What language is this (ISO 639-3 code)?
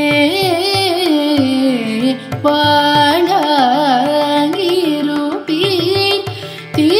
tam